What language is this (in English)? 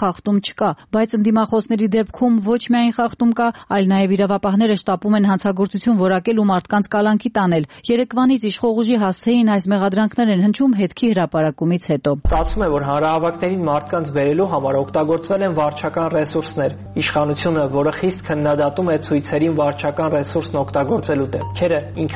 Armenian